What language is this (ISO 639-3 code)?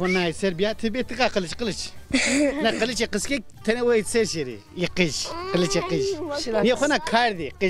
zza